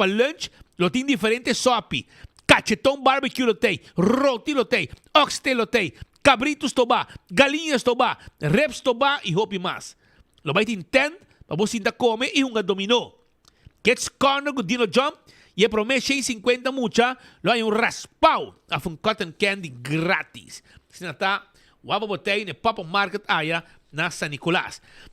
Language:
Papiamento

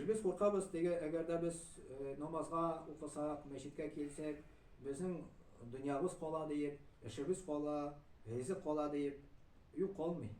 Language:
Tatar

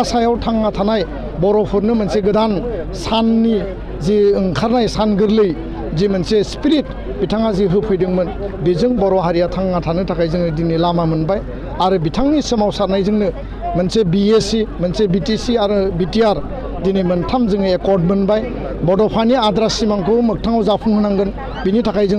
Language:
Bodo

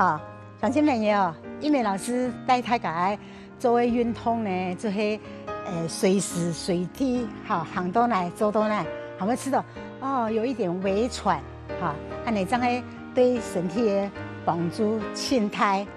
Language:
Hakka Chinese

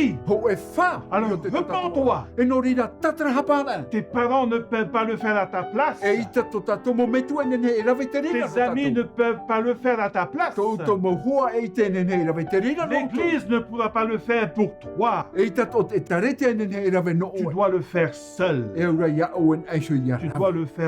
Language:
Tahitian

